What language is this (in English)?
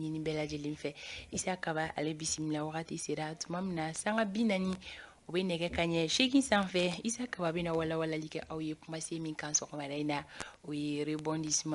Bambara